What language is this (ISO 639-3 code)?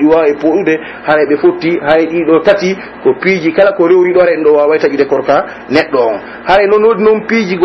fuf